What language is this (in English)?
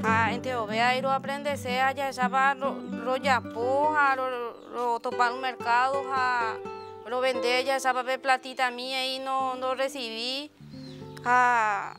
Guarani